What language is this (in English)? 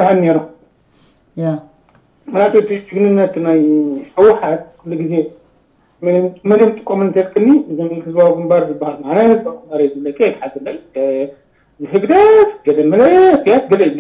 Tigrinya